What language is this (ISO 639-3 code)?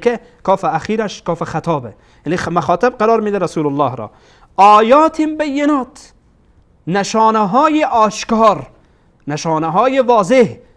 fas